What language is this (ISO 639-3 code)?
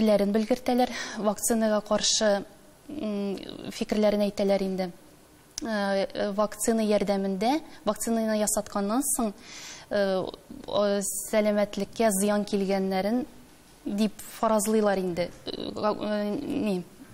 tat